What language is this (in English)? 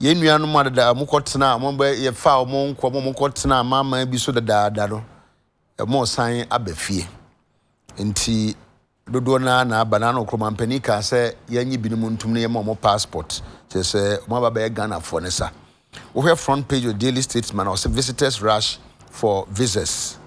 Akan